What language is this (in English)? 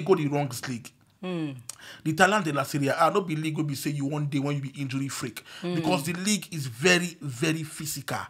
Nigerian Pidgin